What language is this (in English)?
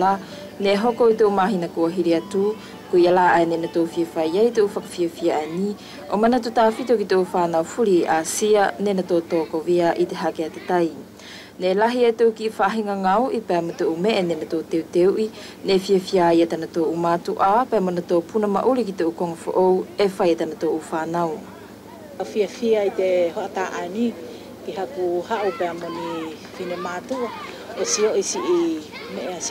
Wallisian